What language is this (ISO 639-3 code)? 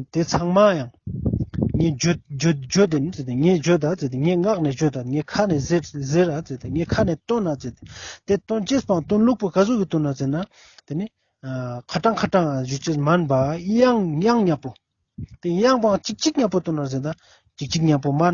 lbj